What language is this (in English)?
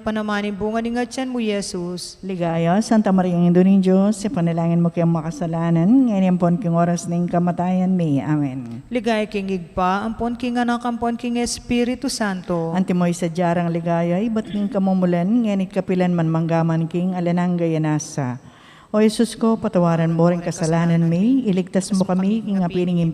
Pampanga